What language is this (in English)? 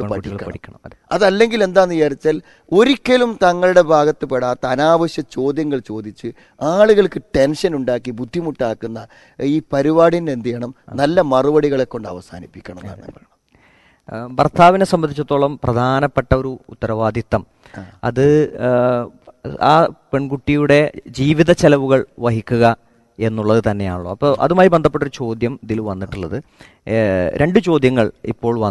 Malayalam